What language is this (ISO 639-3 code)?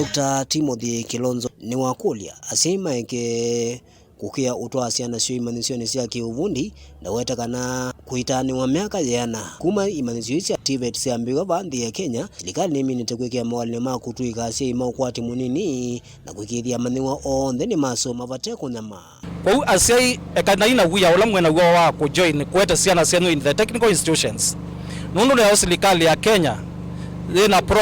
kam